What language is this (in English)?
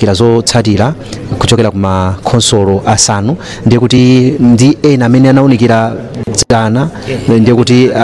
Nyanja